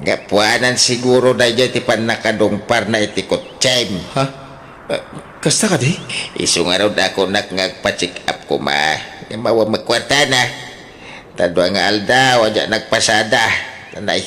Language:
Iloko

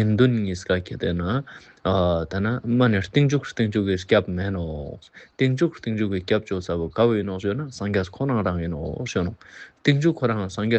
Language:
Ladakhi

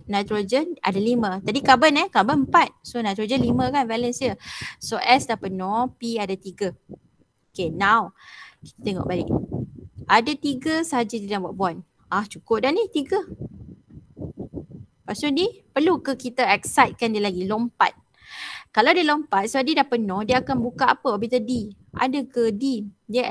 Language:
Malay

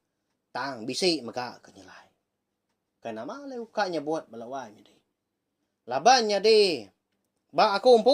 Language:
Iban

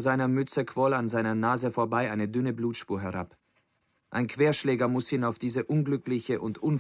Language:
Bavarian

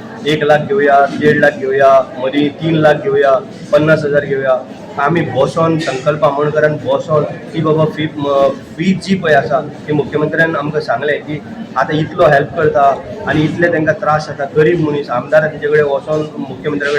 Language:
Konkani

